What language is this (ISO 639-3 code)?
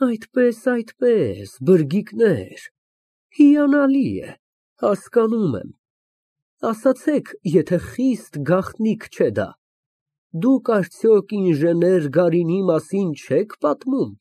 hye